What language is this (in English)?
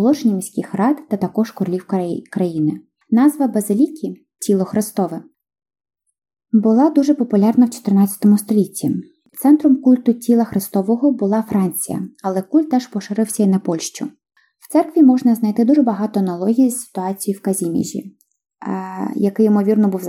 Ukrainian